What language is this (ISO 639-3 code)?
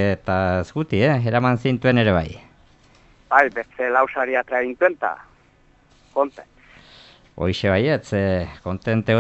eus